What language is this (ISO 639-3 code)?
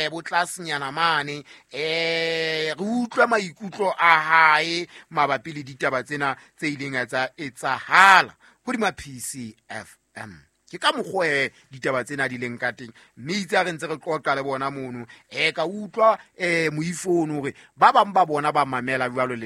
sot